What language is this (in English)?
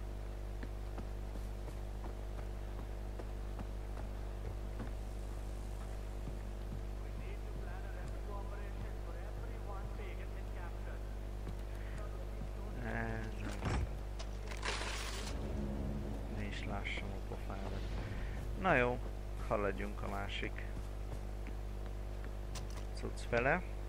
Hungarian